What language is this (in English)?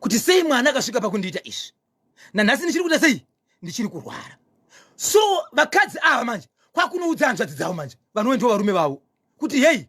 Shona